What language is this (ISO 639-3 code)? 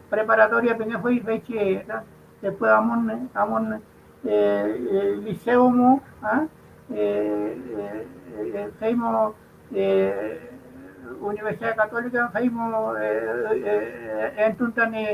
arn